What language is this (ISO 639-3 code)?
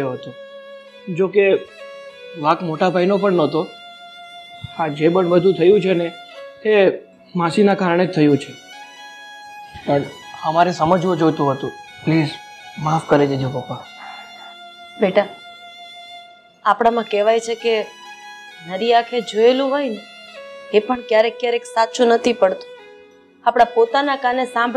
guj